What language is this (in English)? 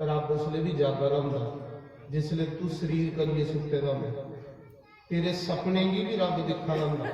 Dogri